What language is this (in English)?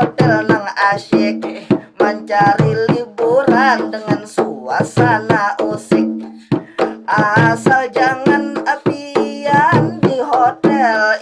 Banjar